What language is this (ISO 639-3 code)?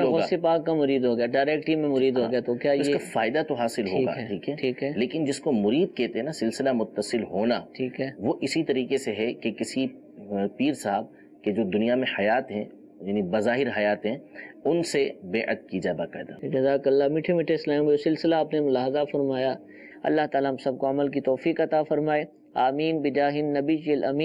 urd